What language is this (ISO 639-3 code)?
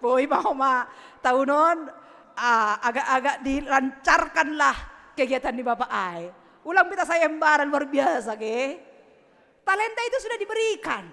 bts